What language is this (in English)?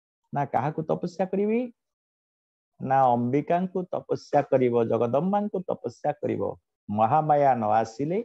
Odia